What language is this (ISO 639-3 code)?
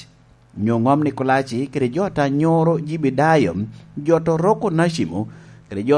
laj